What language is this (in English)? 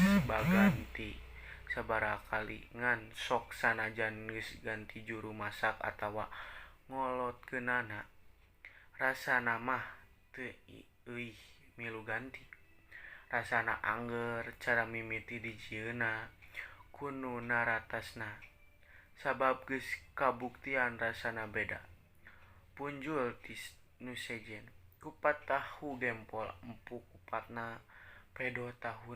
Sundanese